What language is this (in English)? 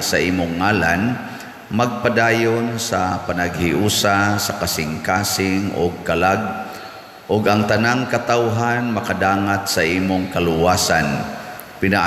Cebuano